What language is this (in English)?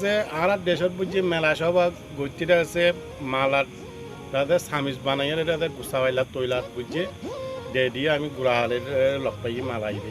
Rohingya